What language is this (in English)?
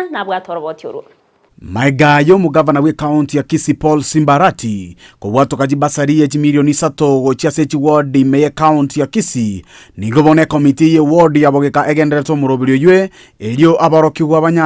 Gusii